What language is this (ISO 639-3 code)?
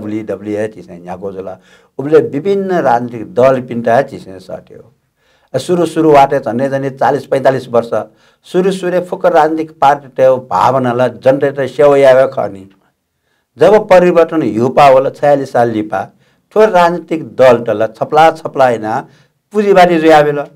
new